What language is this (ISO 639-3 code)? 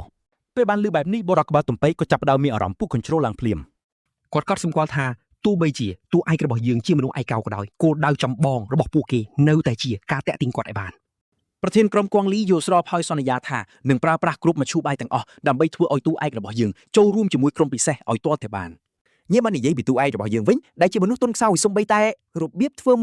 khm